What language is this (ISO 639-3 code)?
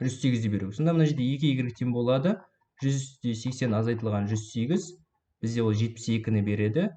kaz